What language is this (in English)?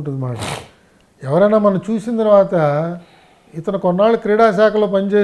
Telugu